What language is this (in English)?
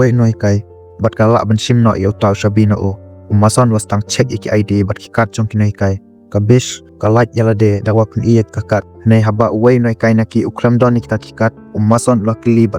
Khasi